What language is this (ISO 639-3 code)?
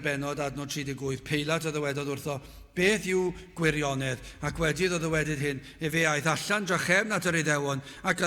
cym